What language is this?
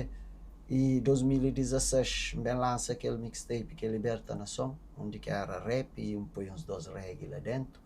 Kabuverdianu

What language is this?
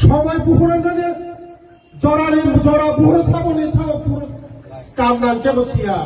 Kok Borok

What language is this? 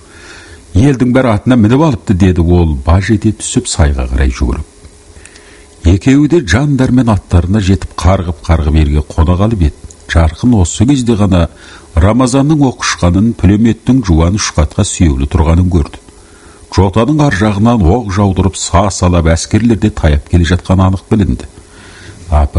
Kazakh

